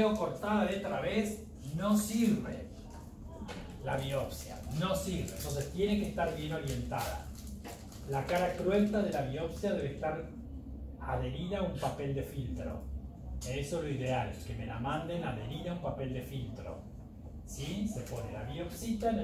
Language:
Spanish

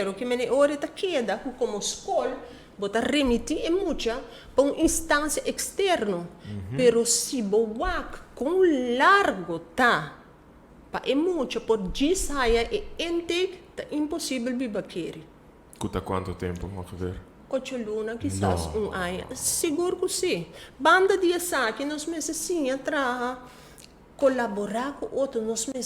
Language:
Papiamento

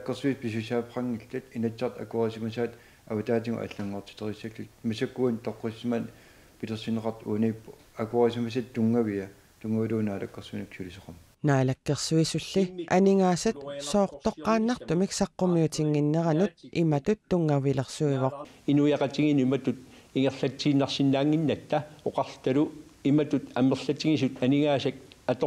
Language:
Kalaallisut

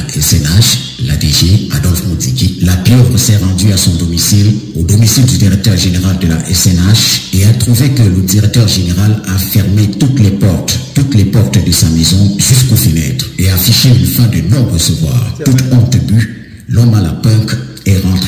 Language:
French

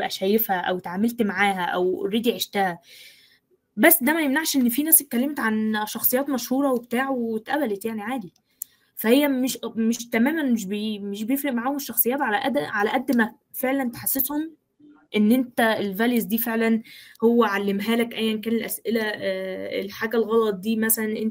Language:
Egyptian Arabic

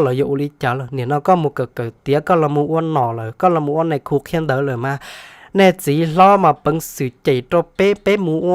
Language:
Hmong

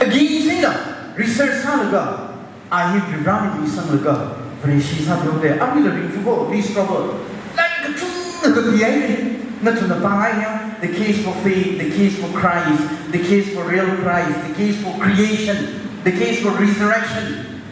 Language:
Tangkhul Naga (India)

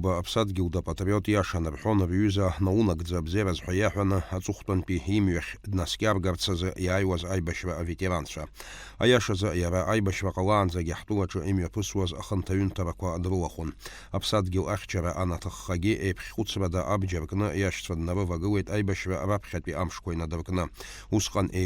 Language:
Abkhazian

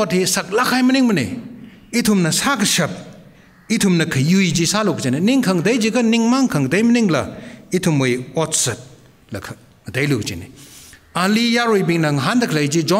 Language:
Tangkhul Naga (India)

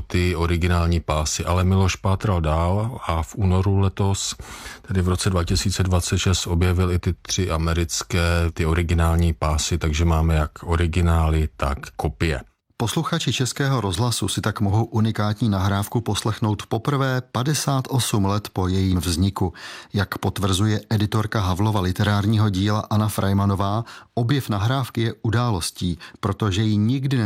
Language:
Czech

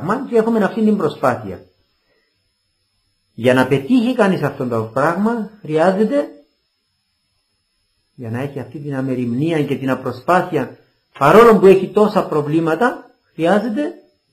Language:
Greek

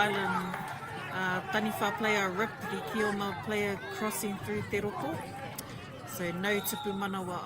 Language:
Māori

